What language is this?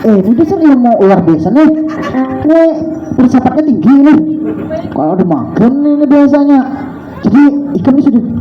Banjar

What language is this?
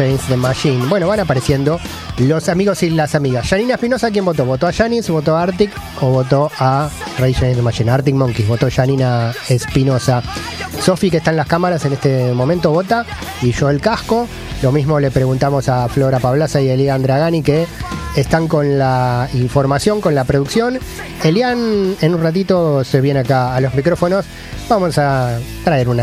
Spanish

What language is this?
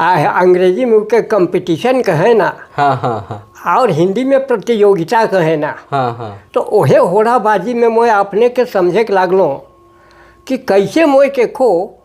Sadri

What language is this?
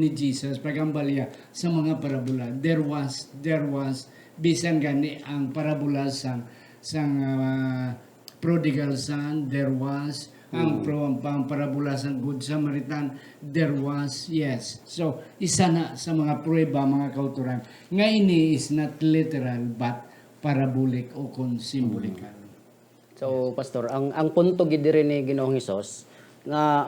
Hiligaynon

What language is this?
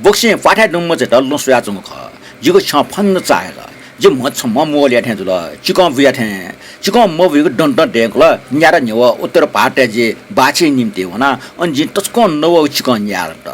Newari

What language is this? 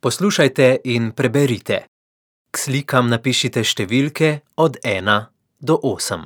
Slovenian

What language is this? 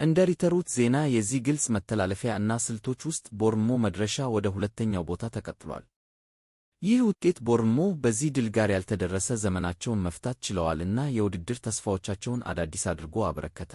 Amharic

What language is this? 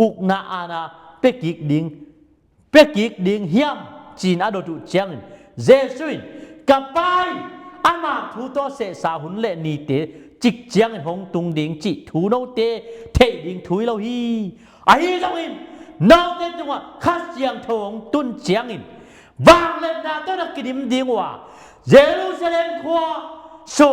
Tedim Chin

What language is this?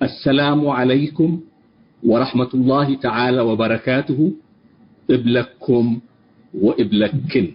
Tigre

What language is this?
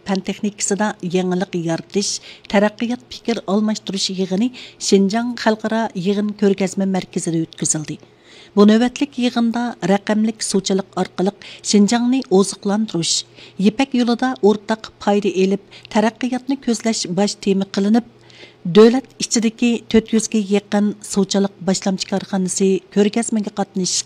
Uyghur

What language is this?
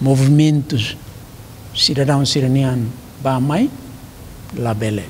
Tetum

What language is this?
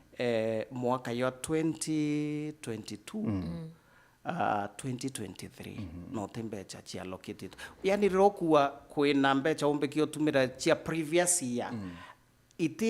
Meru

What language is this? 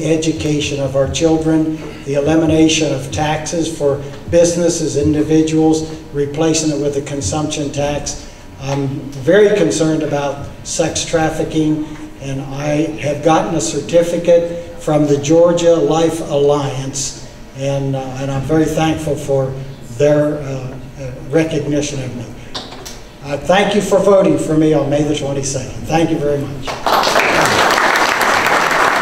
English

